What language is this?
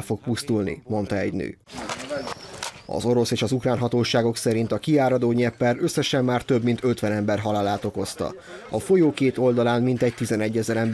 Hungarian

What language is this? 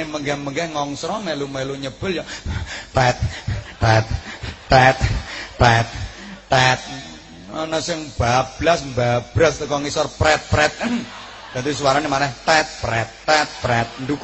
Javanese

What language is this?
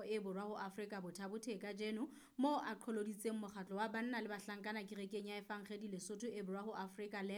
Southern Sotho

